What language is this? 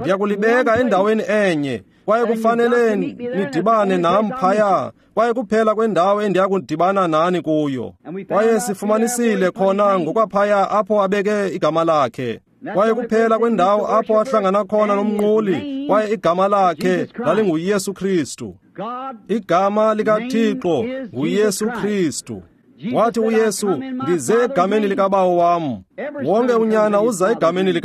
Xhosa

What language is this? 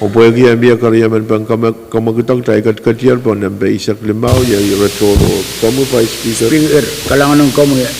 Pohnpeian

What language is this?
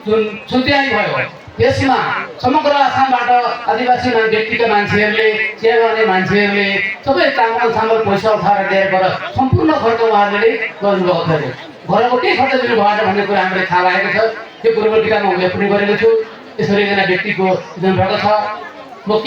Nepali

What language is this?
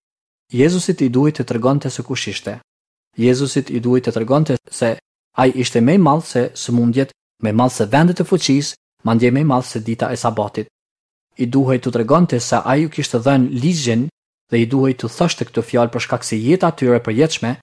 Albanian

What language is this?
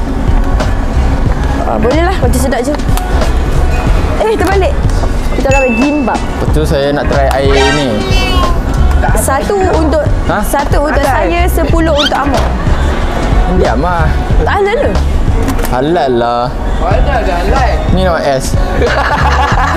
Malay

